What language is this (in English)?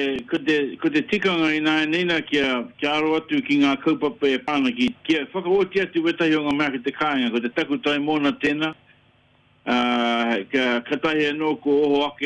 Māori